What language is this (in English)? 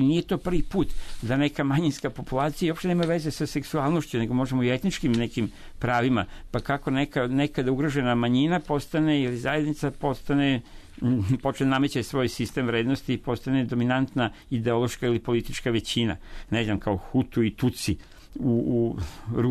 Serbian